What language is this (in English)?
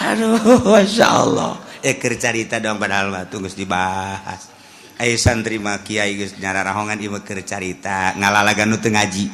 Sundanese